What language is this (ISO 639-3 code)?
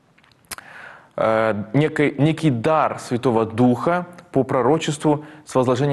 rus